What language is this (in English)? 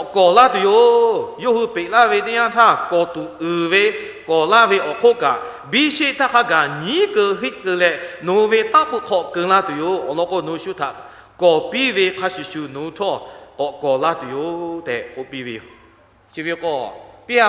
Lahu